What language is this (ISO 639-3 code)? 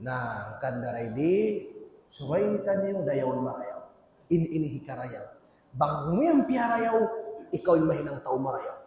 tsg